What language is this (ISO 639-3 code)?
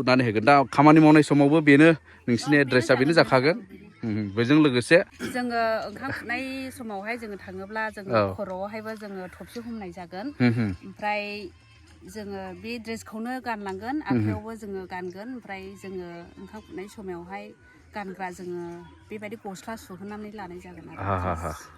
brx